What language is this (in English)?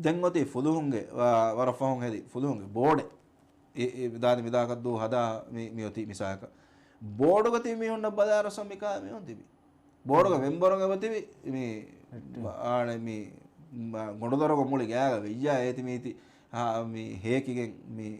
Divehi